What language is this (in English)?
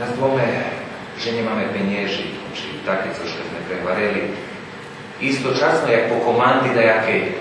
Rusyn